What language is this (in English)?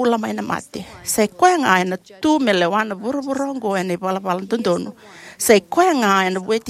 Fijian